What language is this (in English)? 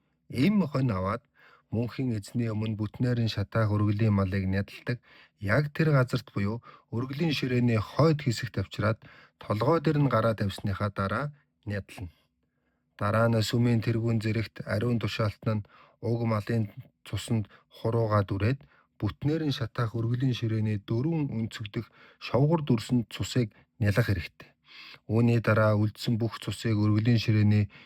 Mongolian